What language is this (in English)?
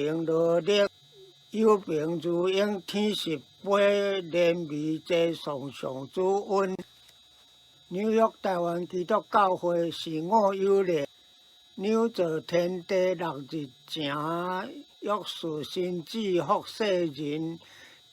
Min Nan Chinese